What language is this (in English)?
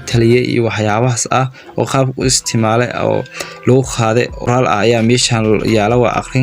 Somali